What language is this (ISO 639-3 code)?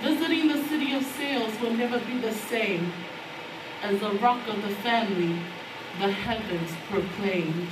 ton